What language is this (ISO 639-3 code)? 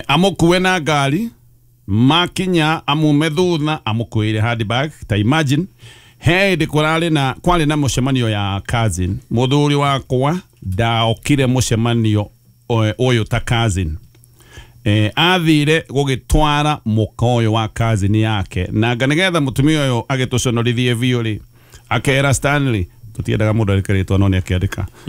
kik